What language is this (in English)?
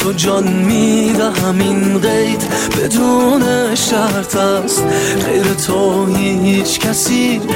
Persian